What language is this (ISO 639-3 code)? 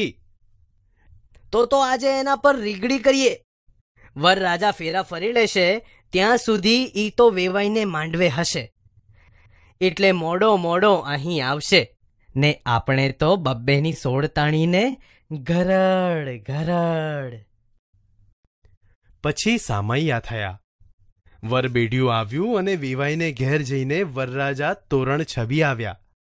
guj